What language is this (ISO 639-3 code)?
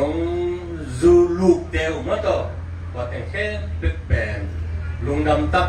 ctd